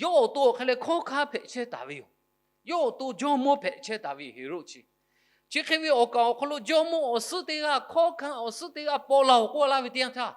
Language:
Lahu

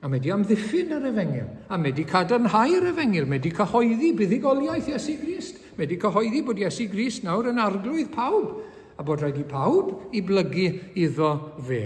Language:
Welsh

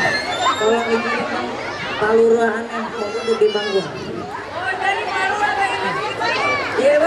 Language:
Betawi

